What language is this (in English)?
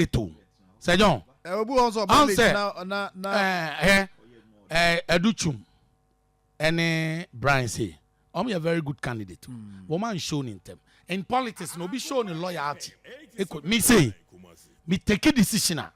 Akan